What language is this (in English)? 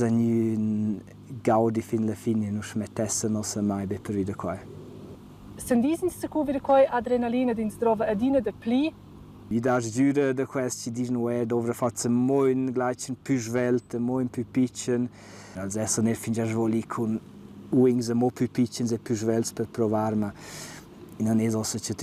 Romansh